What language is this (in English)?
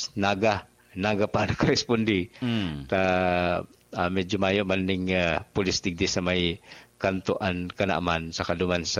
Bikol